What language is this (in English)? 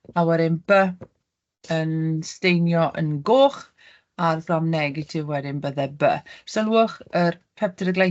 Welsh